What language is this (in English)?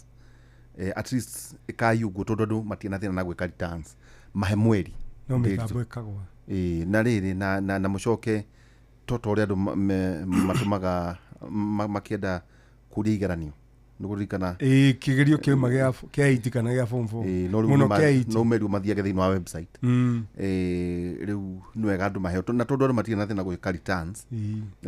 Kikuyu